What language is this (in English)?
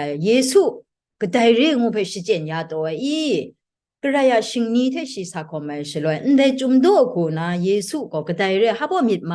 Kachin